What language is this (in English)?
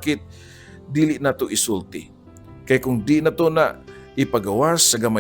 Cebuano